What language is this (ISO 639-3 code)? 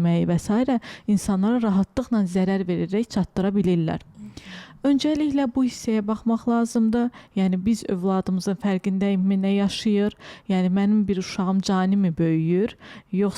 aze